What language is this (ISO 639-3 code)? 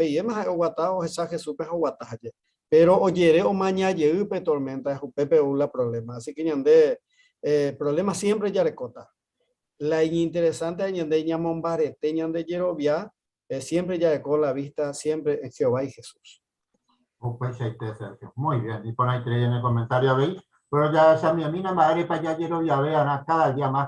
grn